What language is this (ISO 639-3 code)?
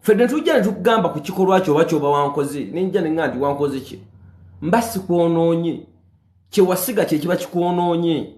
lug